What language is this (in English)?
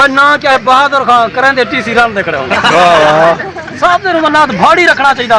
Saraiki